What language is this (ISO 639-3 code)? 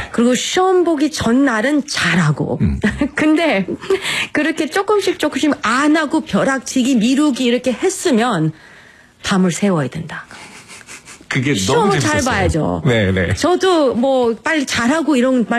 kor